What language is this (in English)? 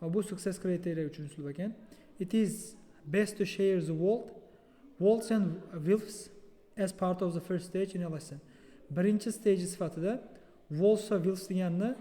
Uzbek